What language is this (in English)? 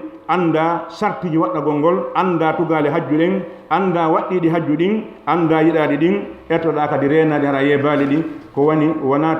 Fula